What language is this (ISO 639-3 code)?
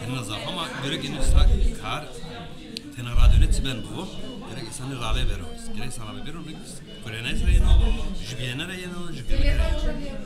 zza